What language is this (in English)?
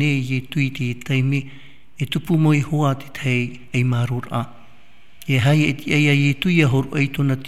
Tahitian